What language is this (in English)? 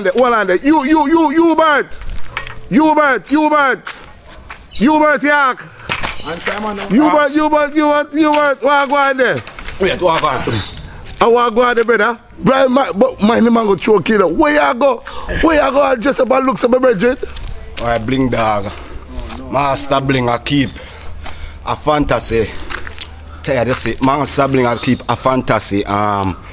Jamaican Creole English